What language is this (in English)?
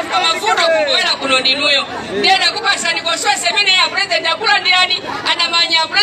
Nyanja